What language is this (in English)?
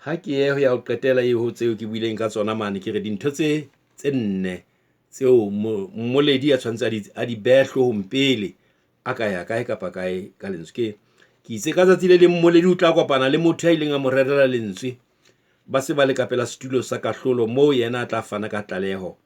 Southern Sotho